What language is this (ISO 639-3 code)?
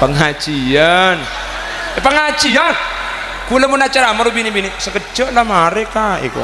mad